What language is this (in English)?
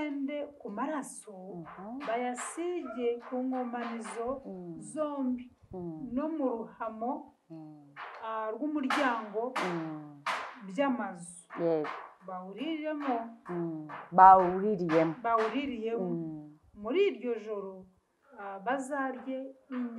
Kinyarwanda